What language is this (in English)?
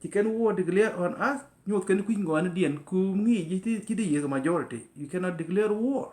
Nuer